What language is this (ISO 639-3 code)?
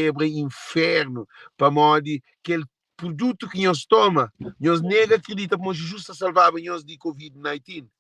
kea